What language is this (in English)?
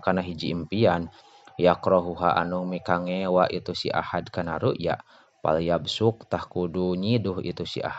Sundanese